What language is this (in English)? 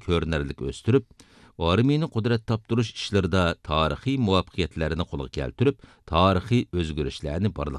Uyghur